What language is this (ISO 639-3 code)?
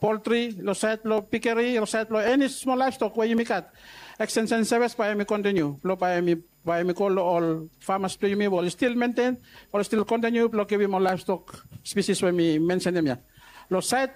bis